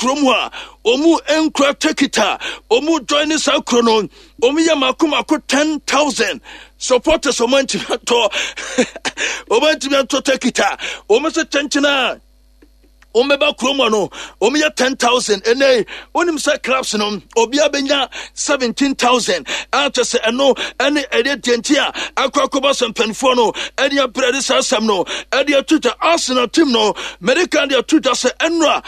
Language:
Akan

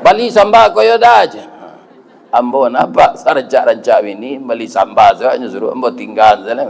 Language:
Minangkabau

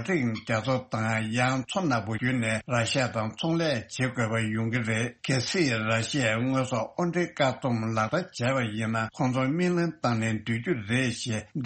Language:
Tibetan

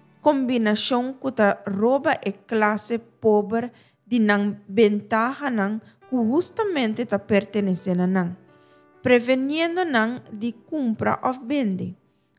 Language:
Papiamento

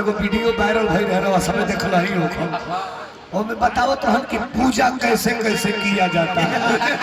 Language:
Magahi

